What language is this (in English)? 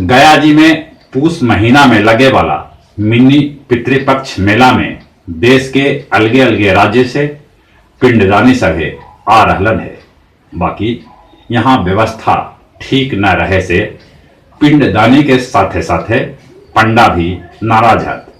Magahi